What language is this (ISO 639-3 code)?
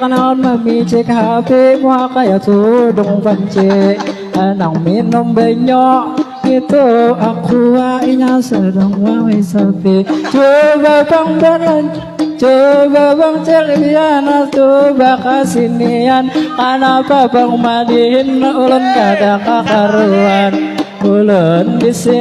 bjn